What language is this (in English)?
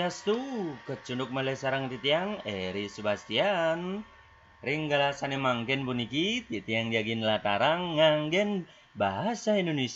Balinese